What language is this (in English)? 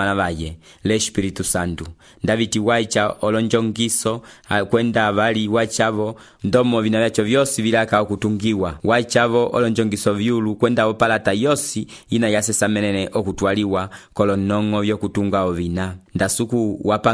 Umbundu